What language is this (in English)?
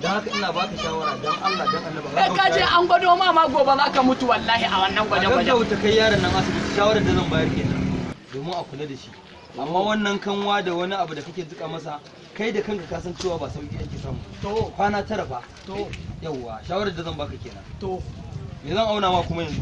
Hausa